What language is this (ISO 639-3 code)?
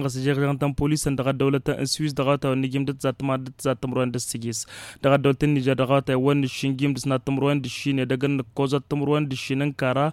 taq